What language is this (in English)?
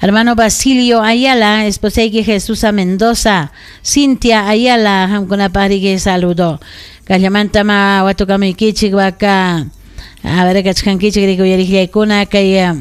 Ayacucho Quechua